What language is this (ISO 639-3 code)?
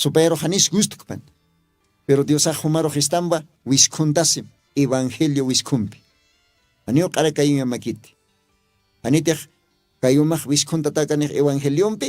aym